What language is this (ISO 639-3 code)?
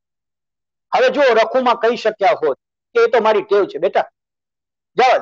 guj